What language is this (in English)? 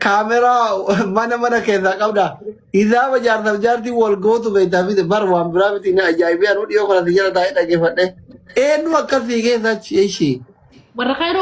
Oromo